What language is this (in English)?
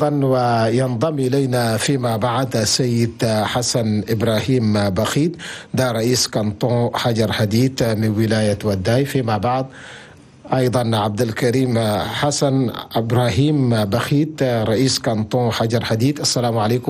Chadian Arabic